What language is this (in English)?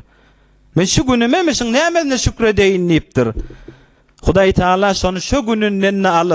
Turkmen